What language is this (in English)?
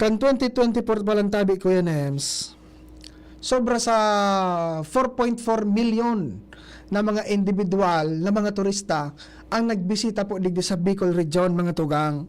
Bikol